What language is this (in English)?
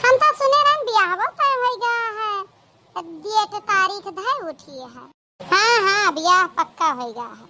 Awadhi